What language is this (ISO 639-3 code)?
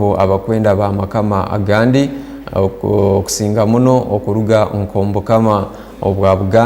ttj